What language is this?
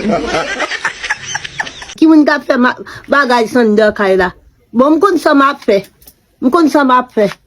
Haitian Creole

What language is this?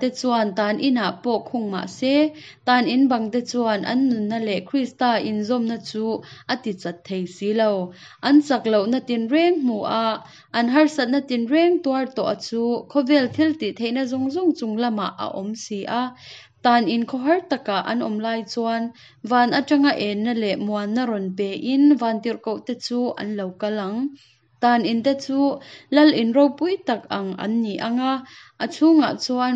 Hakha Chin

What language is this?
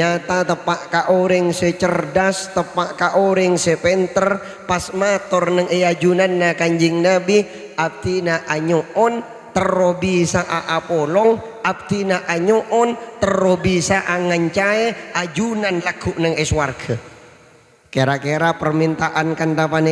Madurese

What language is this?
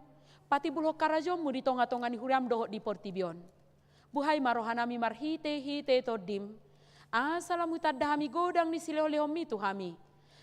Batak Toba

